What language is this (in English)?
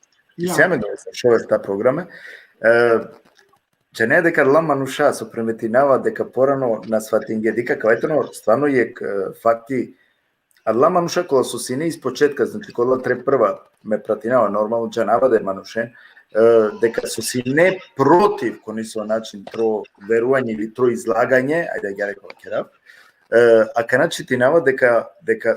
Balkan Romani